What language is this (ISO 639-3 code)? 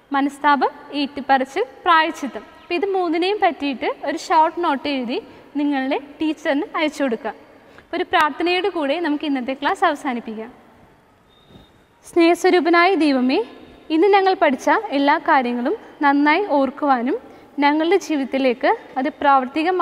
mal